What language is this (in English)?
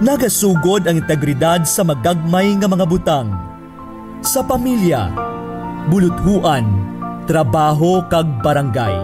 Hiligaynon